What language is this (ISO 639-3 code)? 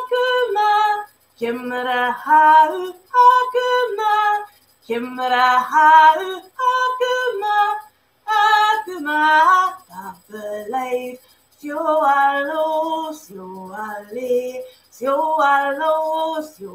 gla